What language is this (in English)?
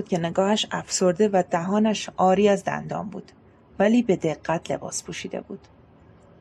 Persian